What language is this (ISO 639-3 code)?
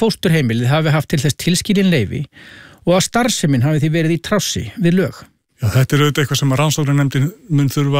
isl